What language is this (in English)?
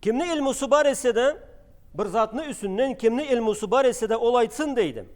Karachay-Balkar